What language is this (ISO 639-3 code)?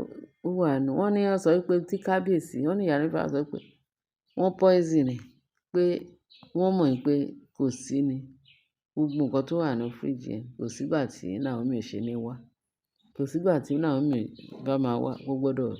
yor